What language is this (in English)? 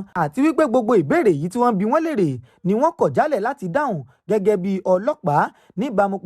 Yoruba